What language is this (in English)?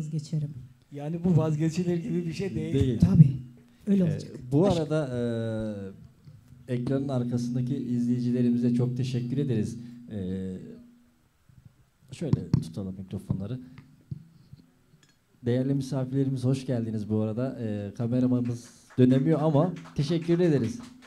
Turkish